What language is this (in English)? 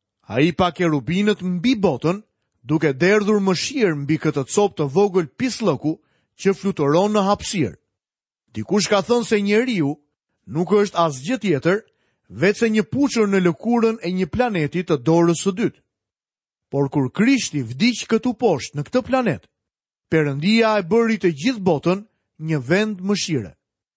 Albanian